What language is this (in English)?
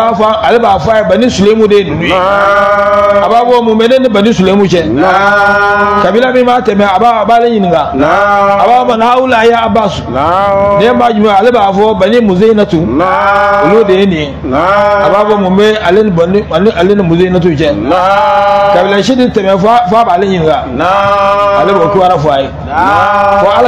Bambara